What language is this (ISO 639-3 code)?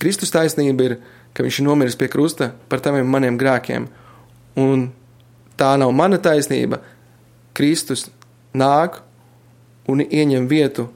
lav